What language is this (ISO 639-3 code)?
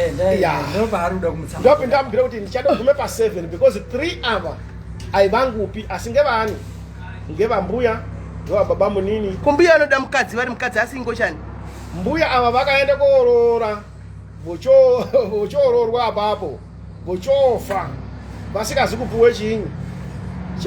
sna